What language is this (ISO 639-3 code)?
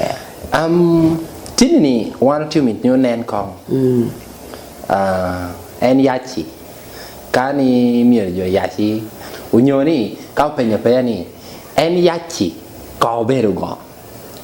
laj